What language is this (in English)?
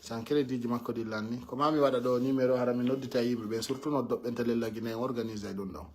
Pular